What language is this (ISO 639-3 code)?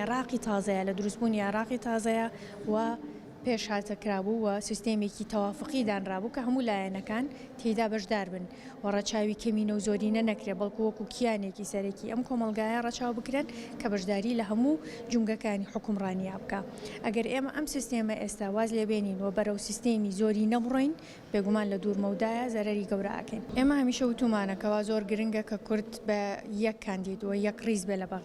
ckb